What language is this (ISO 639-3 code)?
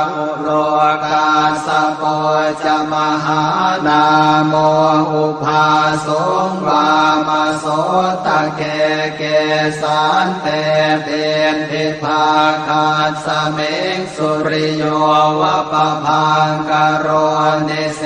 pli